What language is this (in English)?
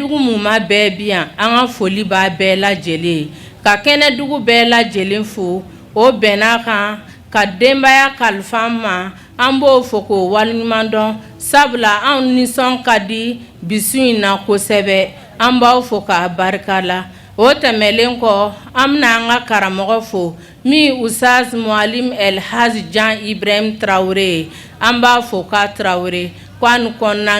Bambara